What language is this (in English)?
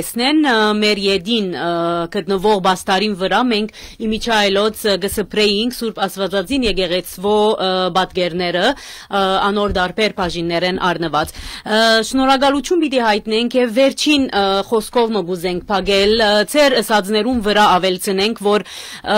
Western Armenian